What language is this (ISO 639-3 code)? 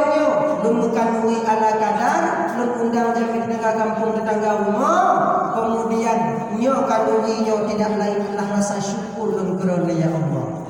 ace